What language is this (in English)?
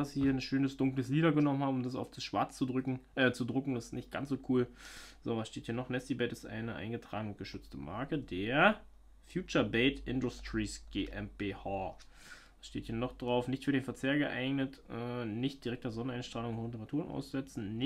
German